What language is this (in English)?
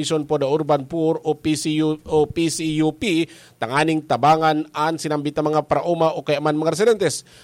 Bikol